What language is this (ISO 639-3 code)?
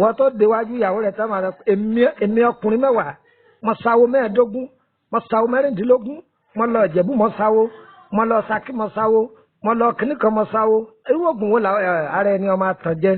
yor